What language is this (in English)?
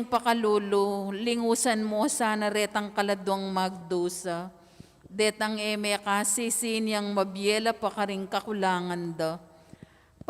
Pampanga